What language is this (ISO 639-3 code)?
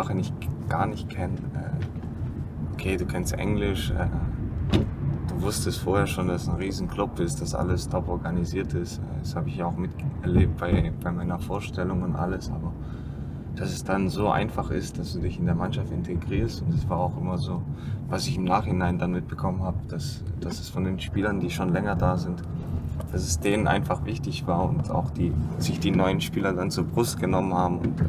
deu